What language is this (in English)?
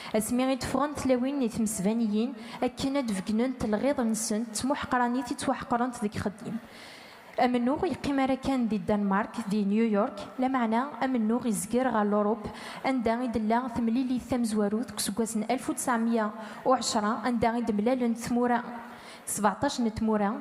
Kabyle